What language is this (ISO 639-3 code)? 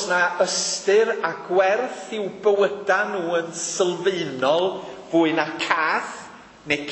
cym